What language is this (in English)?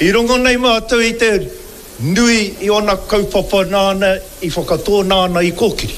Māori